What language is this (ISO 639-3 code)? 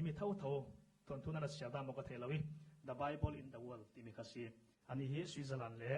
cfm